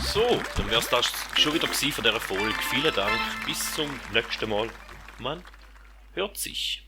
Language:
Swiss German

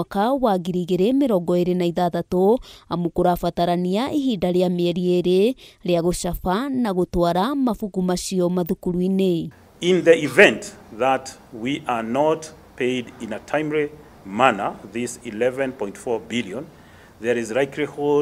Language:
Kikuyu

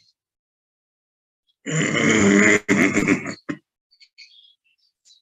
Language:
Odia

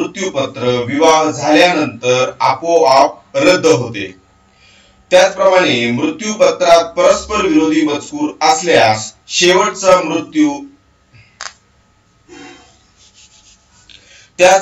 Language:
Marathi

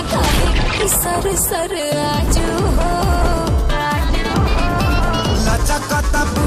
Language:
Bhojpuri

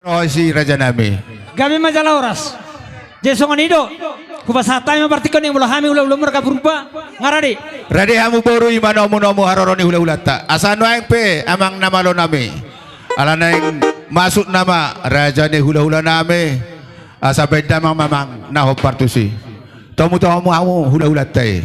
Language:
Batak Toba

